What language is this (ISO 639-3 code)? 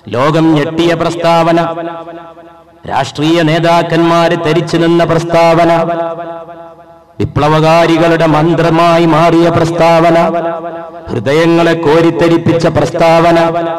mal